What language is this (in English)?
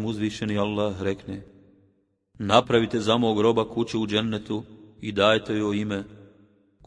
Bosnian